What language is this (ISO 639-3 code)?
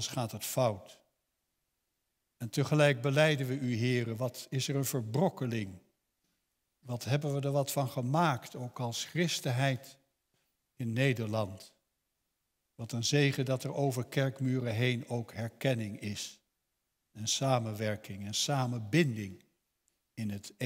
nld